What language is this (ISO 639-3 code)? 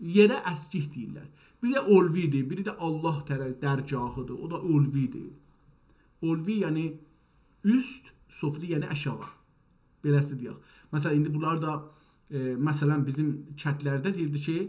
azb